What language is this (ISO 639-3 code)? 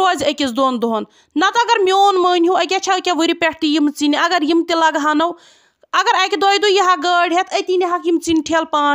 kas